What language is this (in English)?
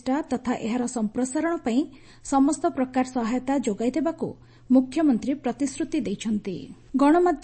Odia